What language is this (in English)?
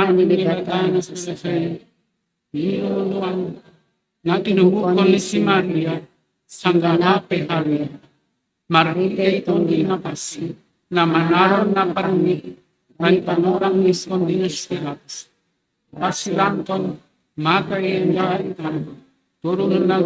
Batak Simalungun